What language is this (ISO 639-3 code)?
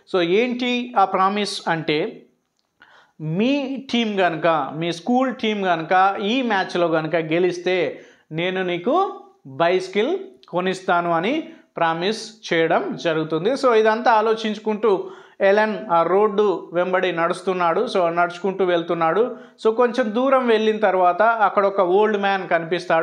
tel